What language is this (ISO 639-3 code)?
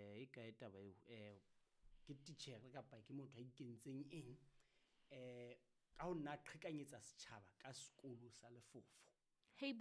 sot